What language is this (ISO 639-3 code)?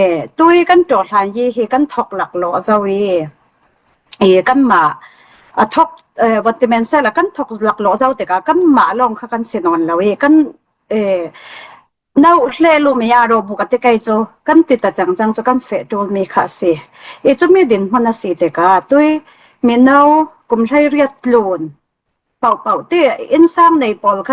cfm